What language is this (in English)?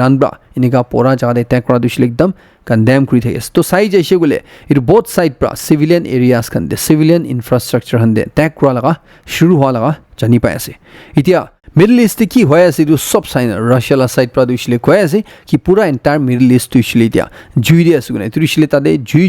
Naga Pidgin